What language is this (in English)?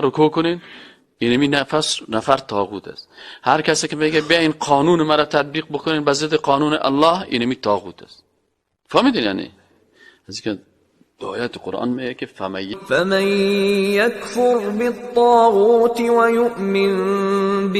Persian